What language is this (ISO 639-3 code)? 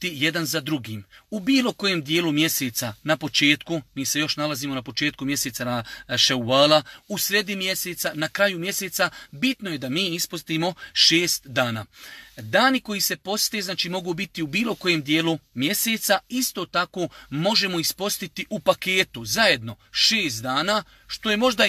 bos